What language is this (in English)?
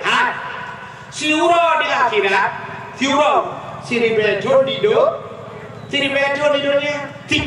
Achinese